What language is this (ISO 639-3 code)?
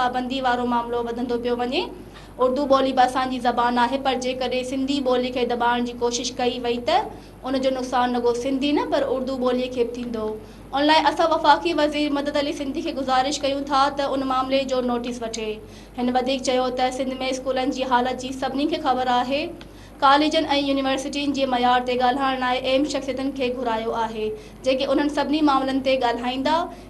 snd